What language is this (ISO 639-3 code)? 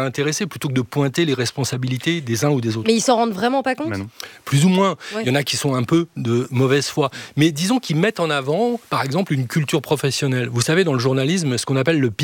fra